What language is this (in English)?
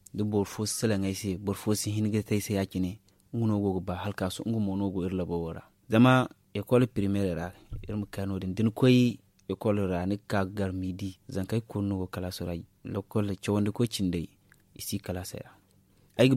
Zarma